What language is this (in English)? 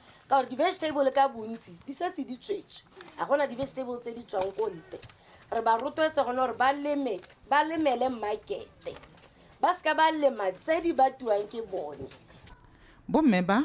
Tswana